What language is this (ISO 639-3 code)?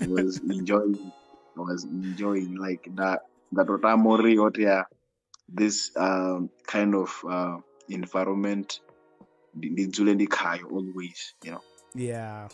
ven